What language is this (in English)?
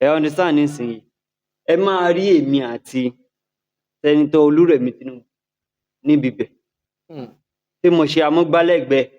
Yoruba